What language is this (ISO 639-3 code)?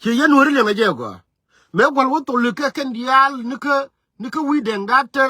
nus